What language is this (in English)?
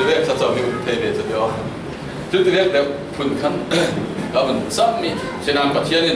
Falam Chin